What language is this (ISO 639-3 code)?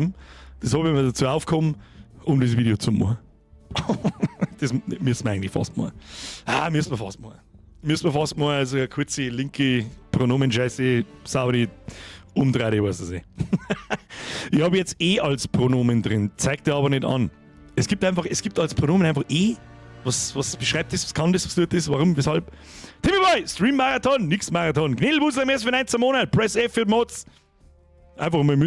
bar